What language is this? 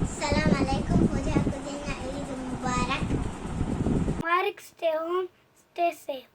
Divehi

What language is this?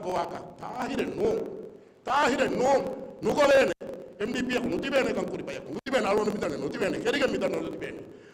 Divehi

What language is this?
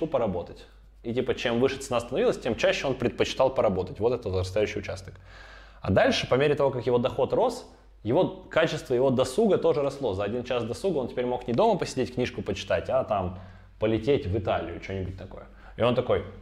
Russian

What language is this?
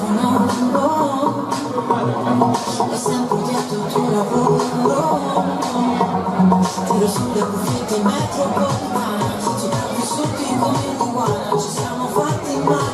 Italian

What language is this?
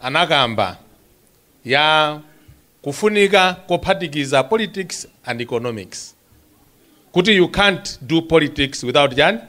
Nyanja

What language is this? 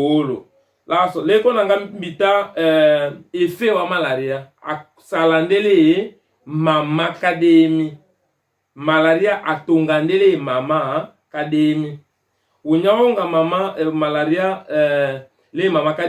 Tetela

